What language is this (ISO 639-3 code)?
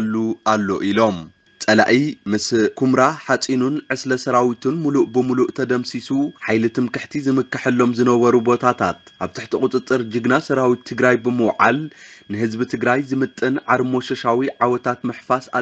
tir